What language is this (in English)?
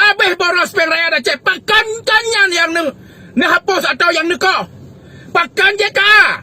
Achinese